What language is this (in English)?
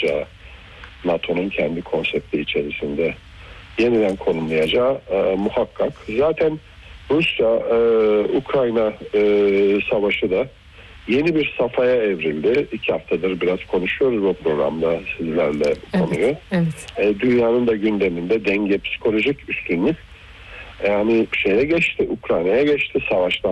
Turkish